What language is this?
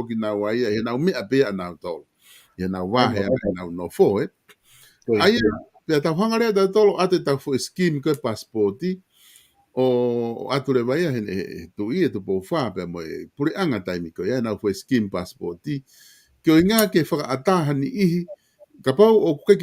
Tongan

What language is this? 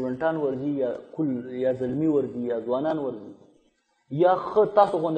Pashto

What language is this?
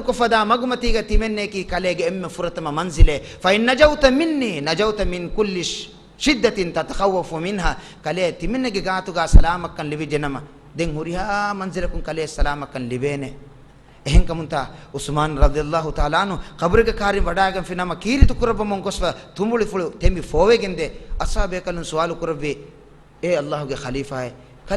Divehi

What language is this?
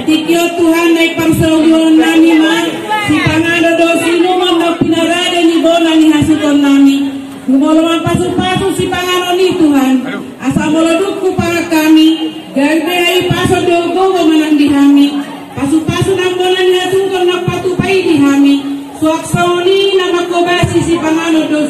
Batak Toba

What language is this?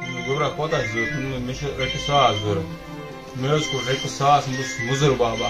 Kashmiri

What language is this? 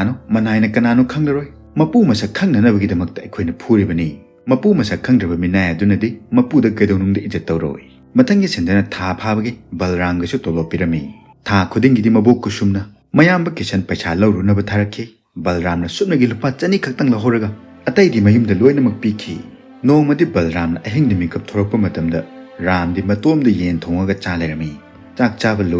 Manipuri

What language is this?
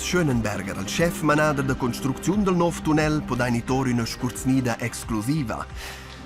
Romansh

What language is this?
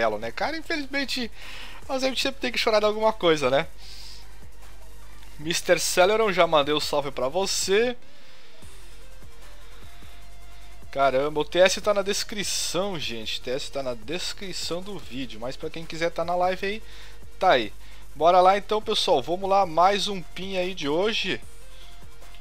Portuguese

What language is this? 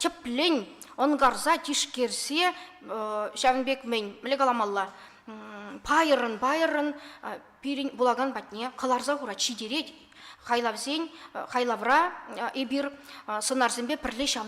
Chuvash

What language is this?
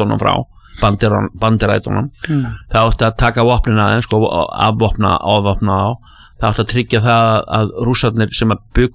Icelandic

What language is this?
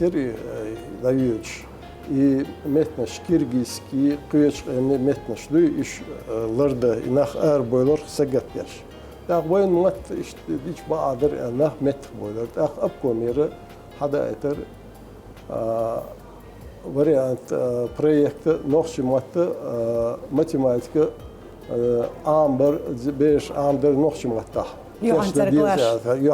Chechen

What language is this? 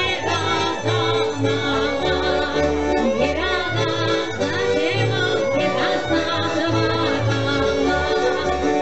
Slovak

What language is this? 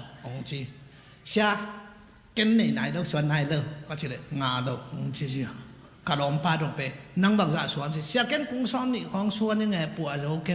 Tedim Chin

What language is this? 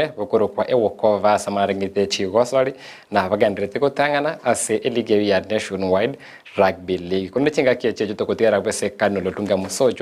Gusii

